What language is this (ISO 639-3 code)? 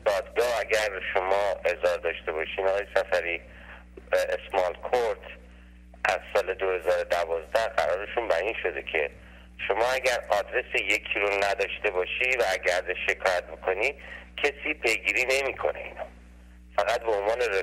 fas